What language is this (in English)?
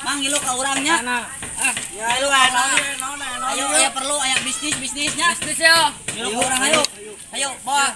Sundanese